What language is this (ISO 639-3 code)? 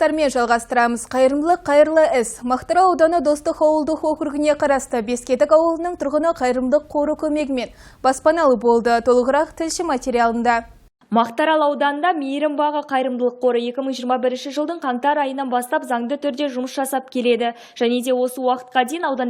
kaz